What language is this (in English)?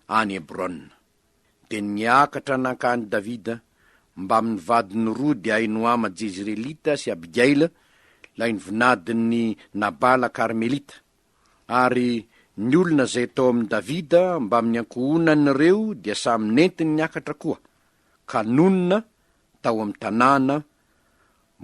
Malagasy